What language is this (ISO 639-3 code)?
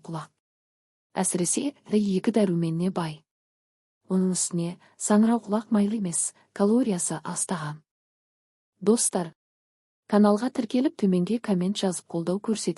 kaz